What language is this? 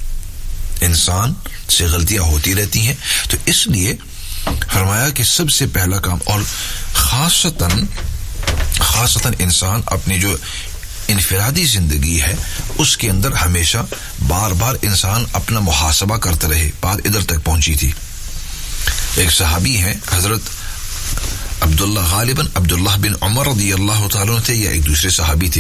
Urdu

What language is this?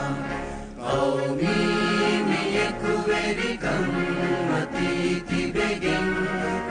Divehi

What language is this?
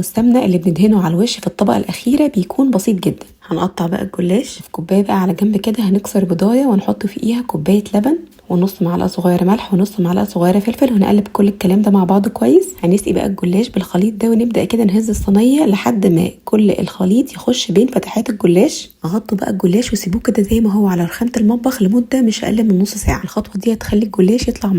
Egyptian Arabic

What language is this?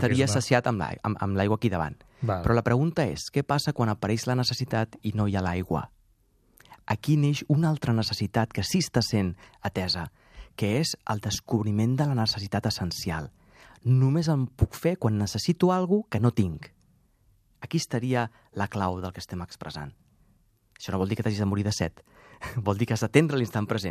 Catalan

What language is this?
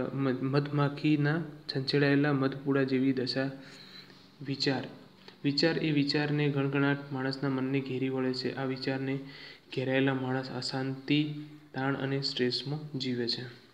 Gujarati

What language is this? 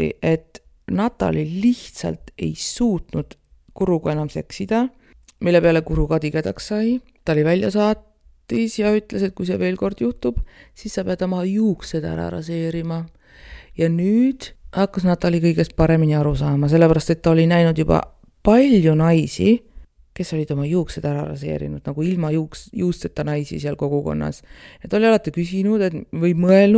Estonian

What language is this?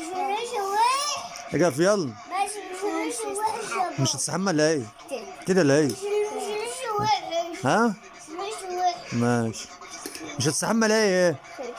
Egyptian Arabic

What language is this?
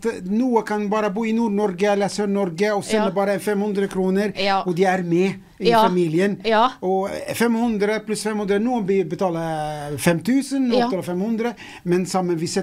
Norwegian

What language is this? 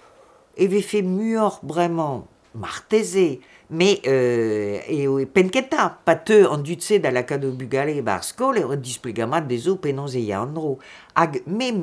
Breton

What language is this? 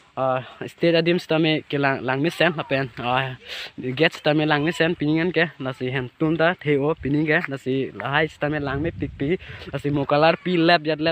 Karbi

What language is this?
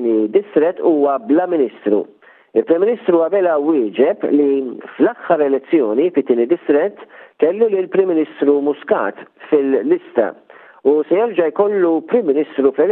Maltese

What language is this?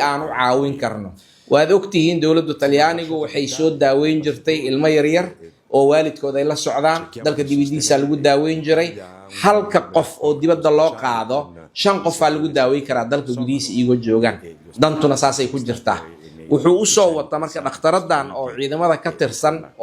Somali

